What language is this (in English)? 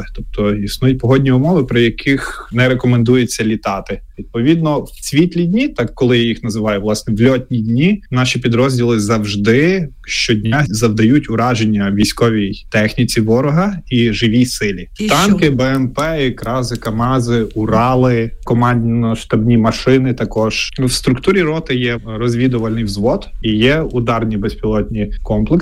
Ukrainian